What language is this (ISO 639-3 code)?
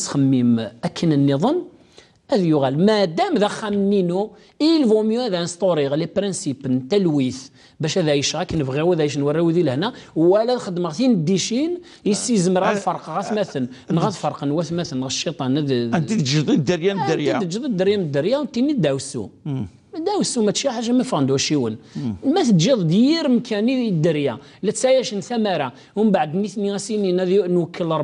kab